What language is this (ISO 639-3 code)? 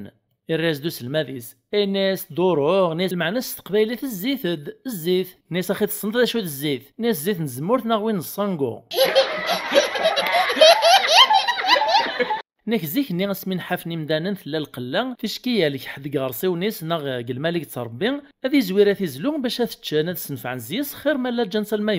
kab